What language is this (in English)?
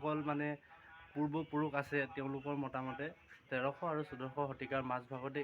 Assamese